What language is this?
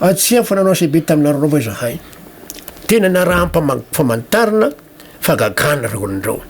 Malagasy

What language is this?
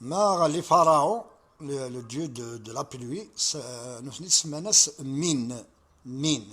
Kabyle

